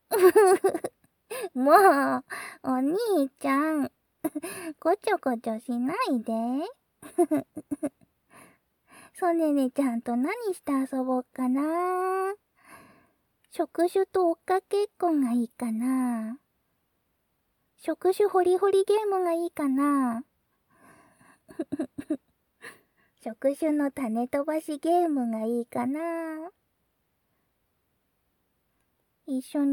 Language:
Japanese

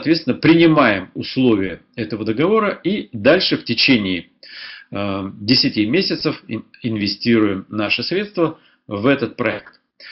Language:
Russian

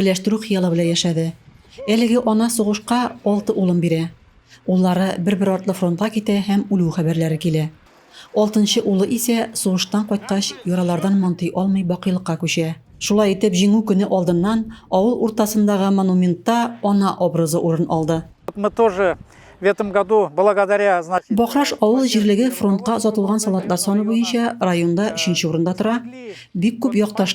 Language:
Tatar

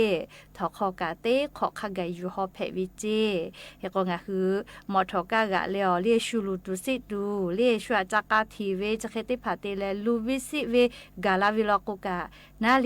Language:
Lahu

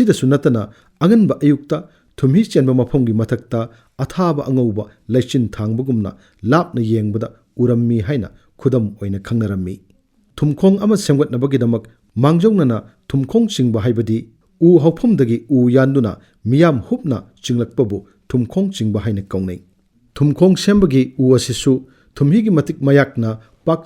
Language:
Manipuri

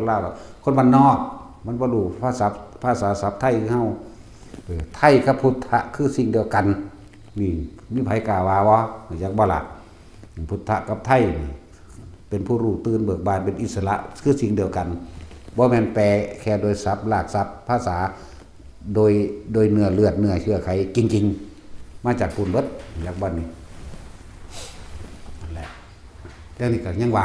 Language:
Northeastern Thai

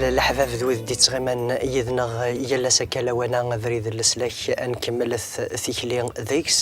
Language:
Kabyle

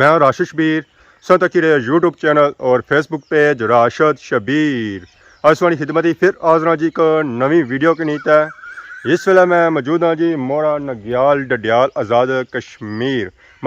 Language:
Pahari-Potwari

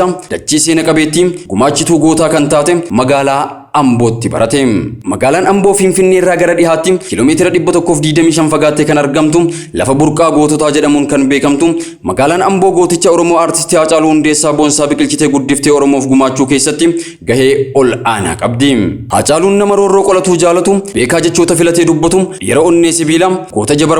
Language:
Oromo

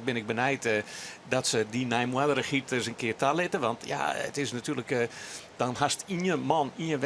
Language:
Western Frisian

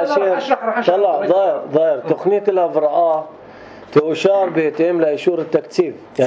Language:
North Levantine Arabic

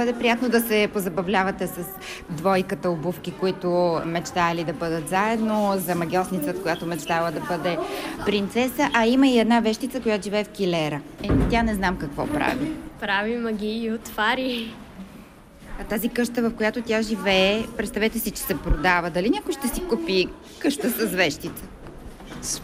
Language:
Bulgarian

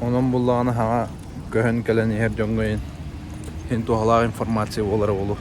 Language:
Yakut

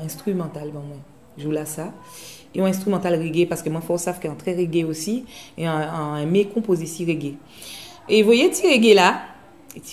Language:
Guadeloupean Creole French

